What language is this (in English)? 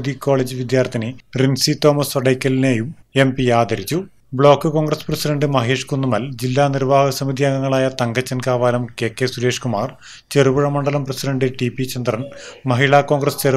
Malayalam